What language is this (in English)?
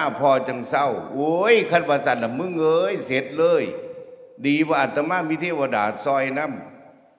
Northeastern Thai